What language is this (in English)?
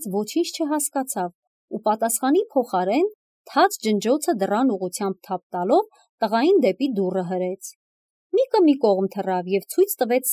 Armenian